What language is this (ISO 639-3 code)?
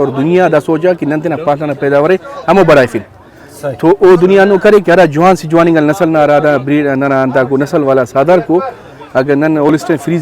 brh